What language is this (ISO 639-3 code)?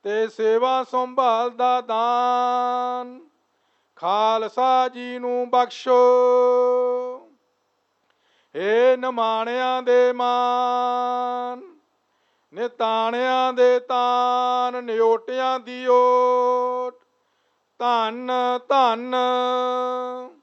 pan